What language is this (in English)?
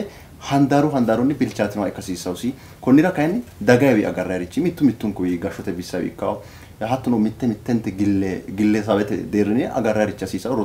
Sidamo